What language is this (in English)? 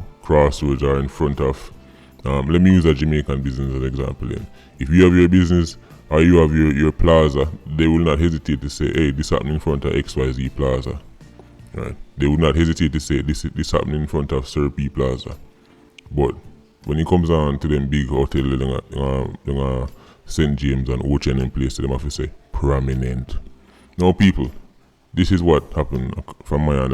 Jamaican Creole English